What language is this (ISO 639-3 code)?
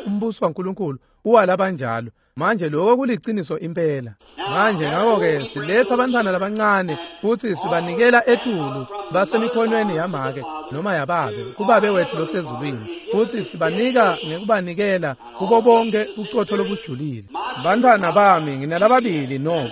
ssw